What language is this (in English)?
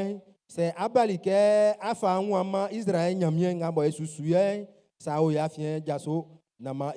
Baoulé